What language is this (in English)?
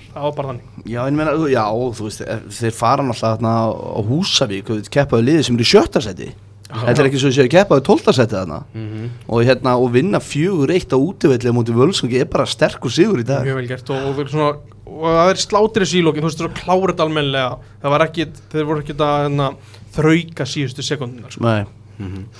Icelandic